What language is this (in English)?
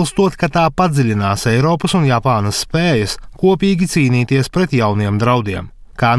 Latvian